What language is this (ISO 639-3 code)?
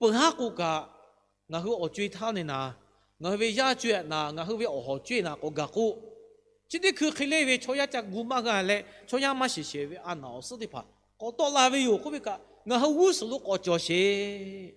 lhu